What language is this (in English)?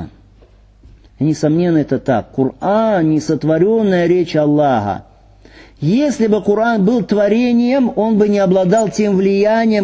Russian